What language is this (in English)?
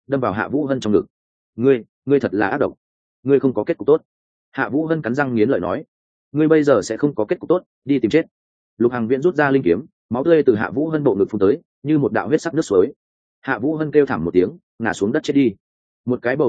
Vietnamese